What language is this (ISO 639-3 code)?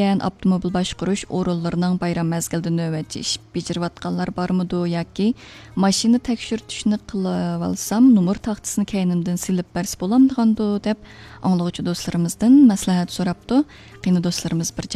uig